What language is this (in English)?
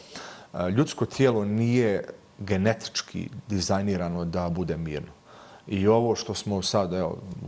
Bosnian